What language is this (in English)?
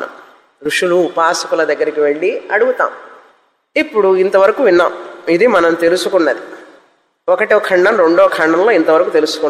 Telugu